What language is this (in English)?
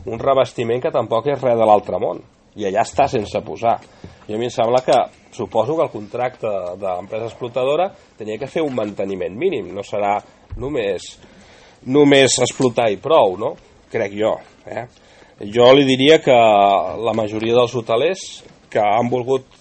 Catalan